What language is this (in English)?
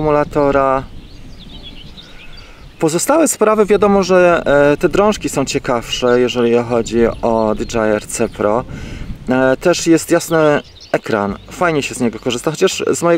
Polish